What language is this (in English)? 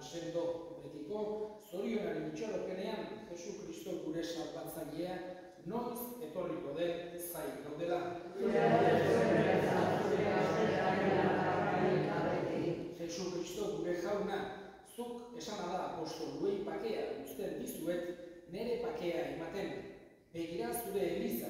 Basque